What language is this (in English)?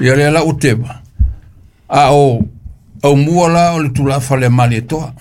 Samoan